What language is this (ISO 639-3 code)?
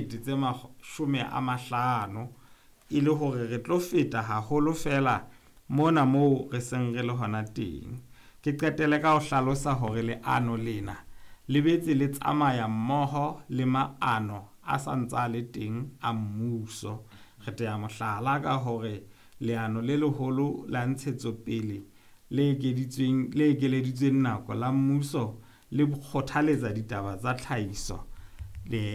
sot